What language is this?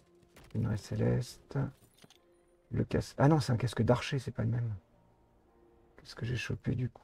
French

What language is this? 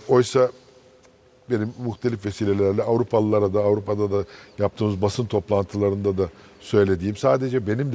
Turkish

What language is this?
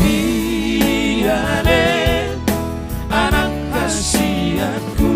Batak Toba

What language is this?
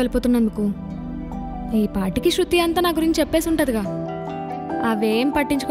Telugu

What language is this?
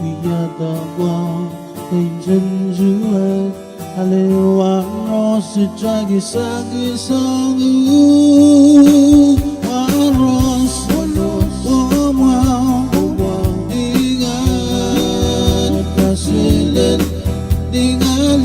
Pohnpeian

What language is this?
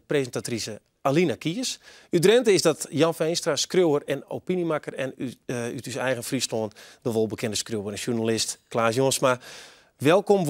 Western Frisian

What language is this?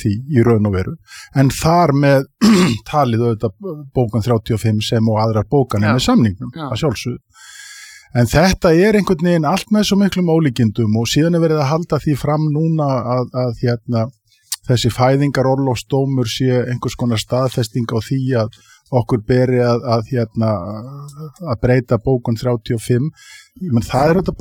Icelandic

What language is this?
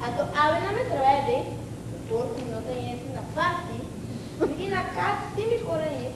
Papiamento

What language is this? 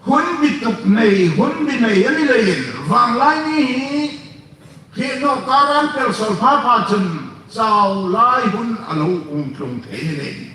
Hmar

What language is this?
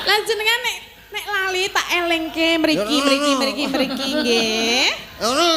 Javanese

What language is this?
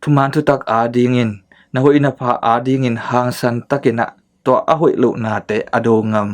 Tedim Chin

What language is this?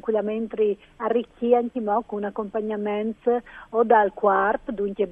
Friulian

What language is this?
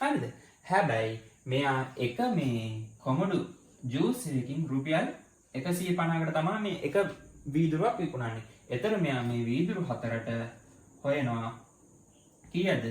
Sinhala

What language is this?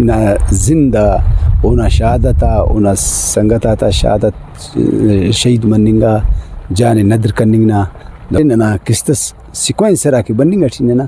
Brahui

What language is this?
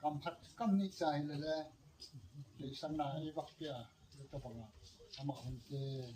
Gangte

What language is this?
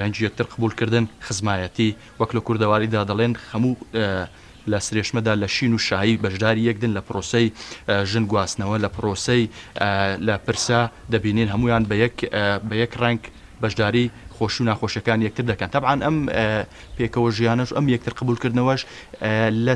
Central Kurdish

